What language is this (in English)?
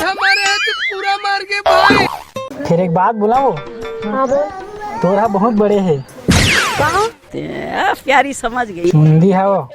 Chhattisgarhi